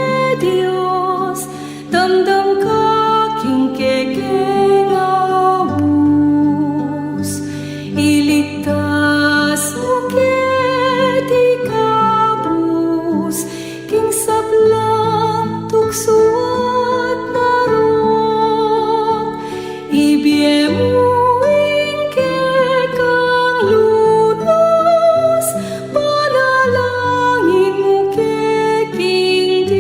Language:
Pampanga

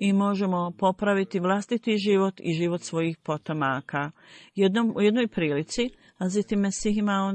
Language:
Bosnian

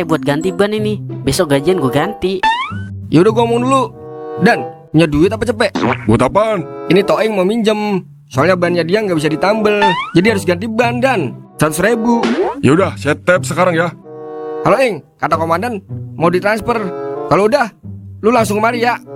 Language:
Betawi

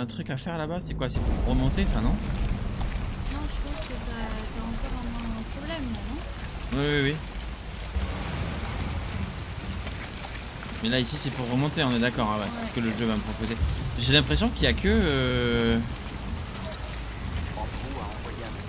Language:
French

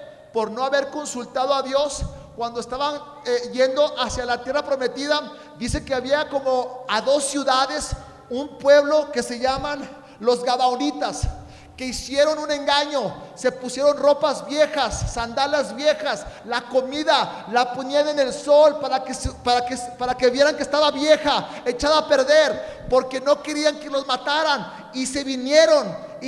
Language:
Spanish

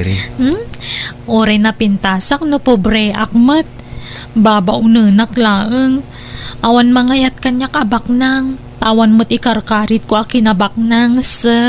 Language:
Iloko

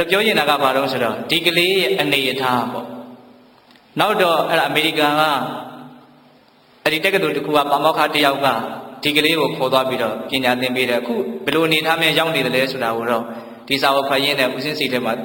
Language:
Burmese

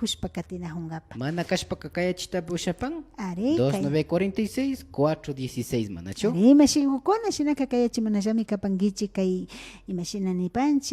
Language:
Imbabura Highland Quichua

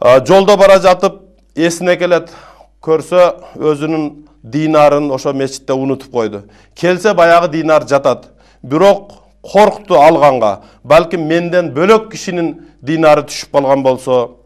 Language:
Kyrgyz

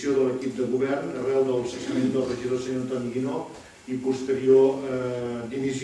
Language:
Catalan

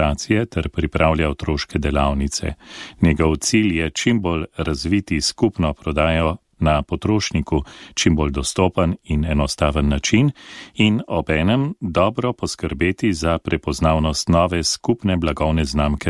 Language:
Slovenian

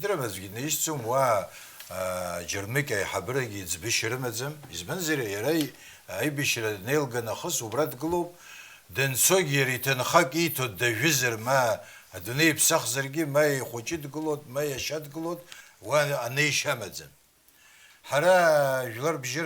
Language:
Abkhazian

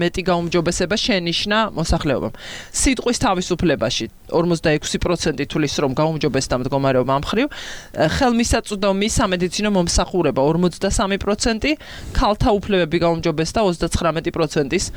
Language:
Georgian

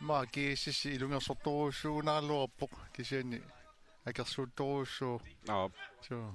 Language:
Kalaallisut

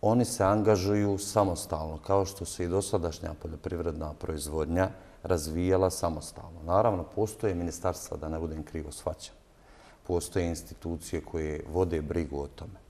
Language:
Bosnian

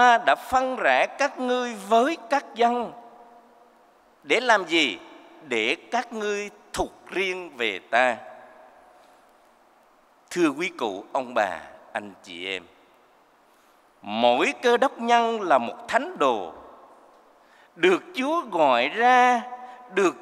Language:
Vietnamese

